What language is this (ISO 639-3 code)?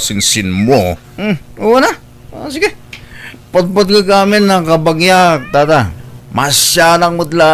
ilo